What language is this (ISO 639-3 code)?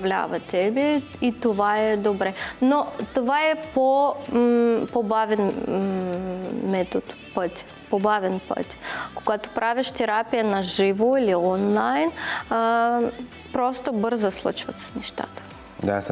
bul